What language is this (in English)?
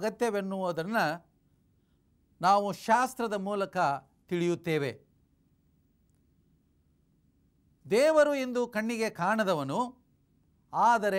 Kannada